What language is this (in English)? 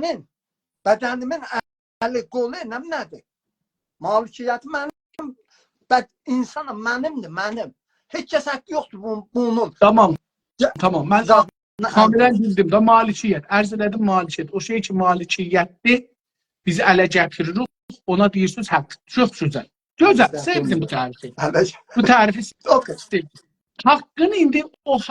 South Azerbaijani